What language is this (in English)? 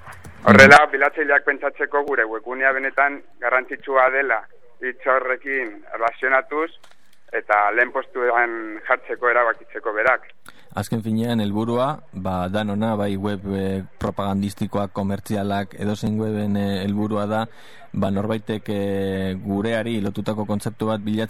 Basque